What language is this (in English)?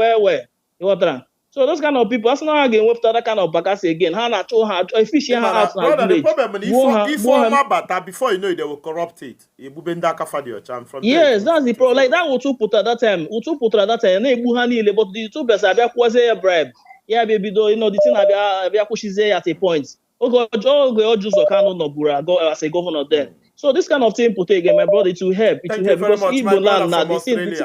Igbo